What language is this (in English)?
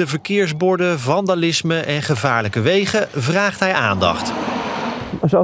Dutch